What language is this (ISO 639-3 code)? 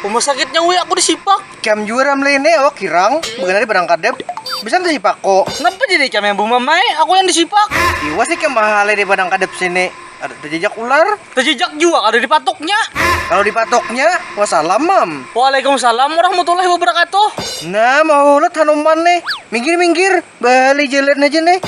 bjn